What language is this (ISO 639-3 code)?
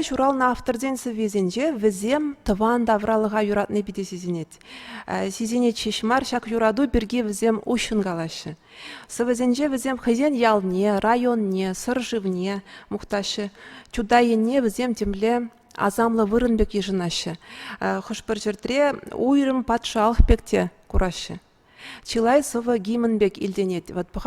chv